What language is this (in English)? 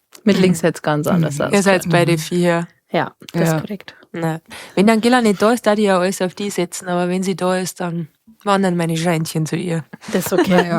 Bavarian